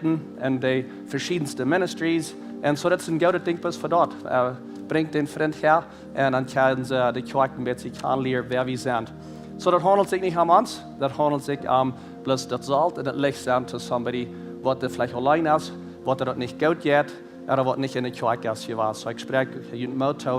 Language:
Plautdietsch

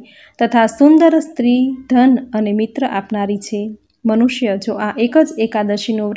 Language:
Gujarati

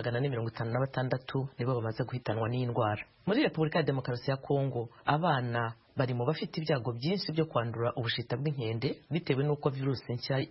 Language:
Kinyarwanda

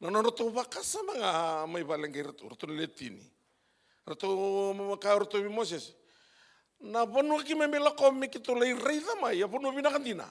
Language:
Fijian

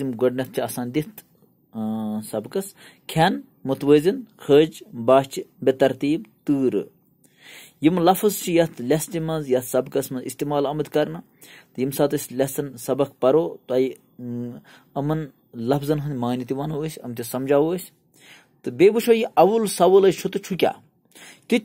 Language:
Kashmiri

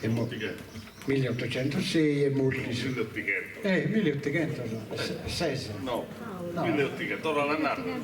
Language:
Sardinian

